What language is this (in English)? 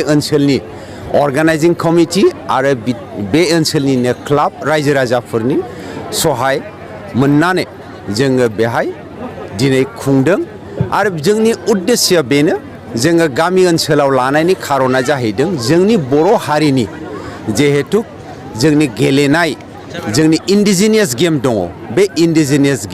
Bodo